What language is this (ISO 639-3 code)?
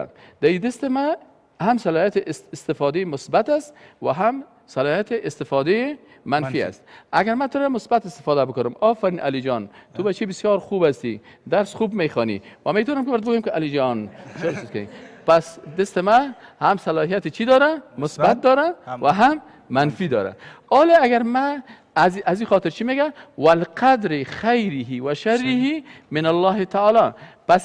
fas